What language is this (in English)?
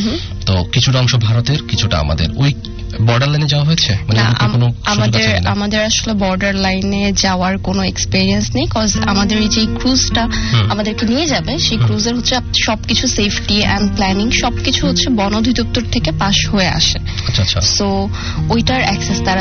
Bangla